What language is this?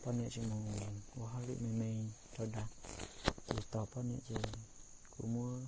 Hmong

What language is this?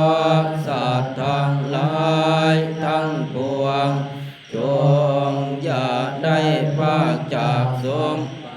Pali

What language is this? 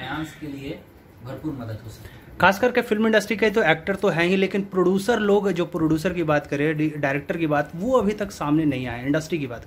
Hindi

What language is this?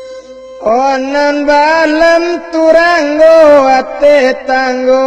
Minangkabau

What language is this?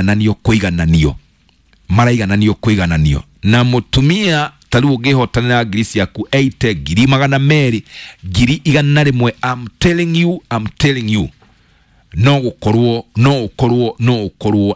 Kikuyu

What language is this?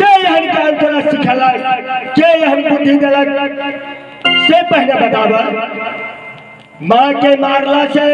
Maithili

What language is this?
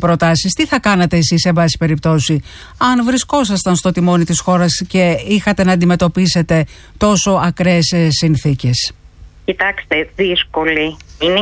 Greek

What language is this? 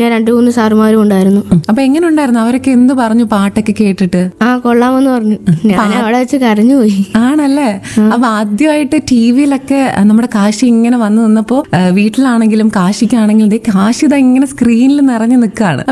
Malayalam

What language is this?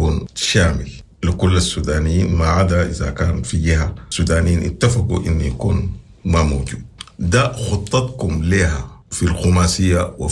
Sudanese Arabic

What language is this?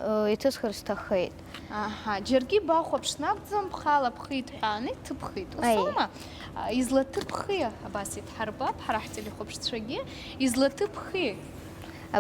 Abkhazian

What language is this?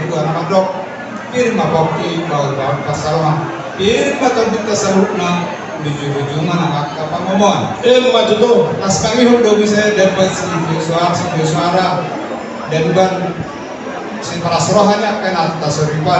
Batak Toba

